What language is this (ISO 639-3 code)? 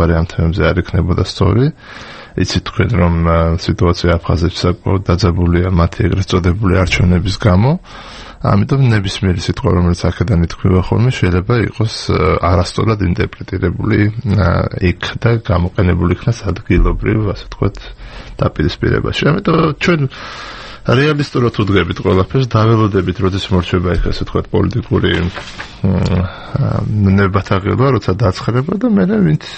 kat